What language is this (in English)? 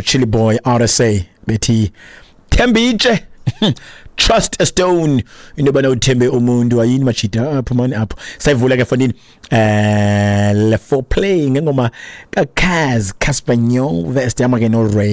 Xhosa